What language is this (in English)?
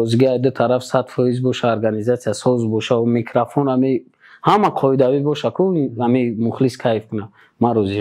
Tajik